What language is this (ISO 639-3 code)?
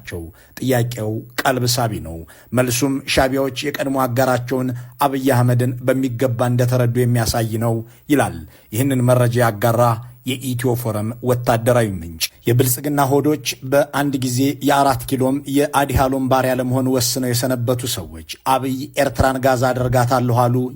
amh